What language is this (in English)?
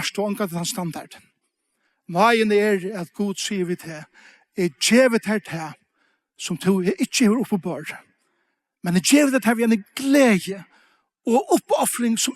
Faroese